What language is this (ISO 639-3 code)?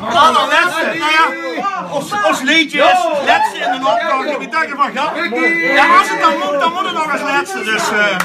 lim